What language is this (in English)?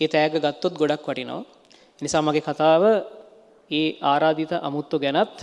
Sinhala